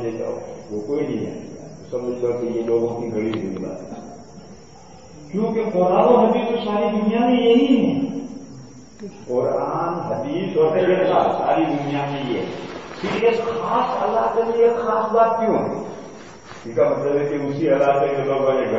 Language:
Urdu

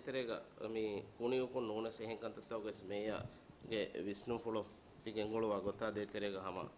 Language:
Divehi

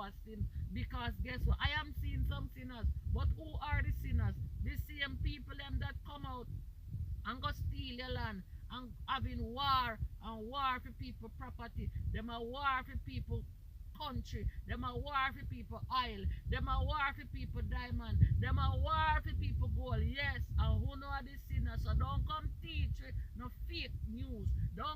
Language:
Jamaican Creole English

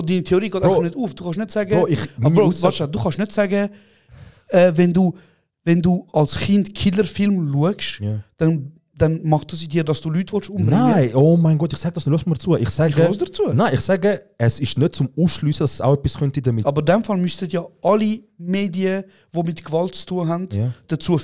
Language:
Swiss German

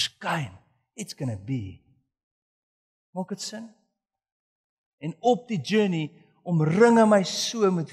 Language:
Afrikaans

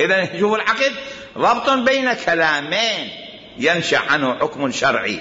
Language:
Mesopotamian Arabic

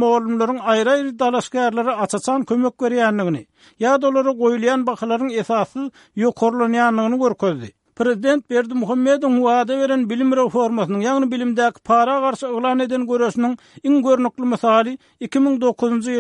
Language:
Turkmen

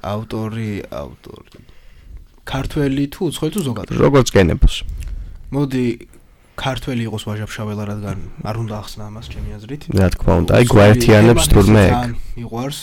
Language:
Georgian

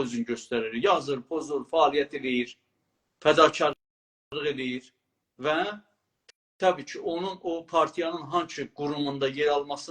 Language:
South Azerbaijani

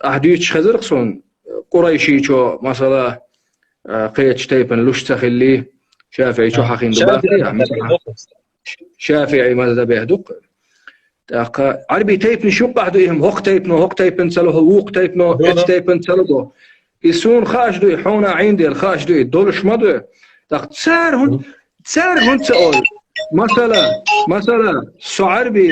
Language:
Chechen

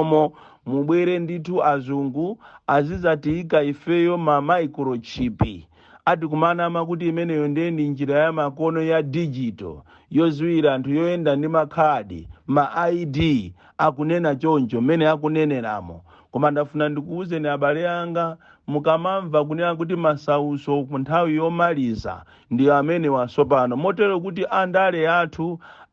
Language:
Nyanja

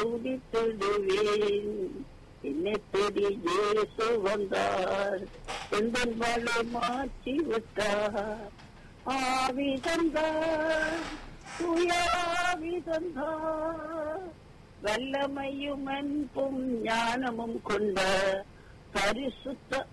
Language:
Tamil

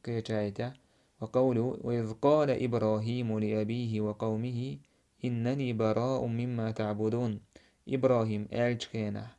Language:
Chechen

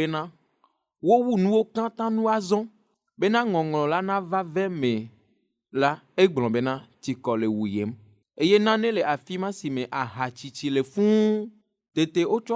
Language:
Ewe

